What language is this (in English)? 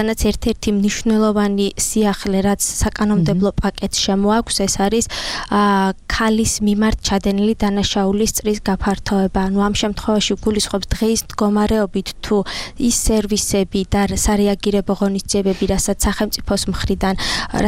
Georgian